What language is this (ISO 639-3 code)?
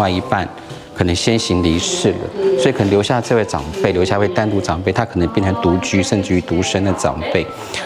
zho